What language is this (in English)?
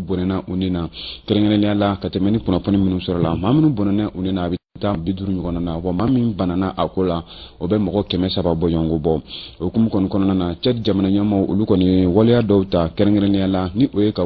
Bambara